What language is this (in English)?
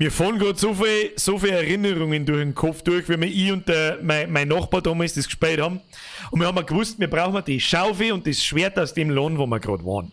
Bavarian